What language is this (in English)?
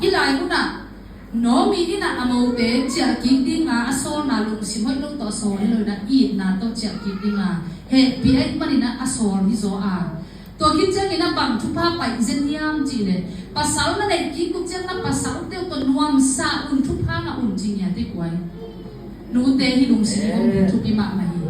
Tedim Chin